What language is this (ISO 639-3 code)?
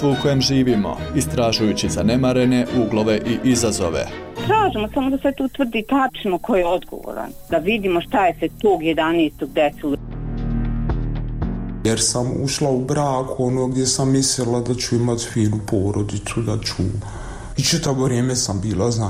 bos